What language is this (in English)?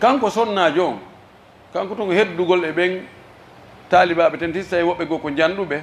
Pular